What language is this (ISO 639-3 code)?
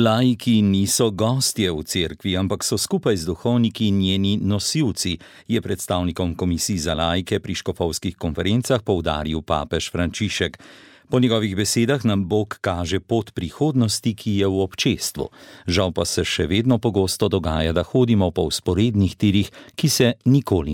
slv